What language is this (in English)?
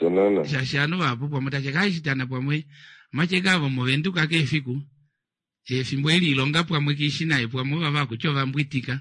Kuanyama